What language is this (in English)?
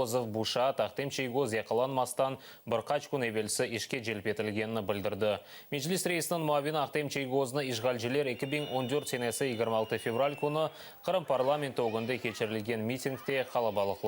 Crimean Tatar